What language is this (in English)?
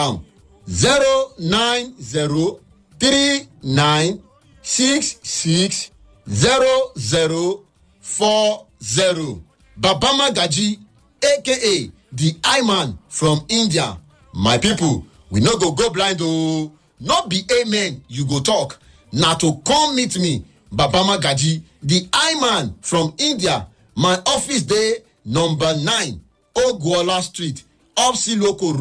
Nigerian Pidgin